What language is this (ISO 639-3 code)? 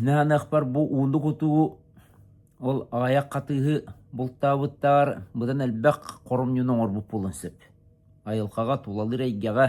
sah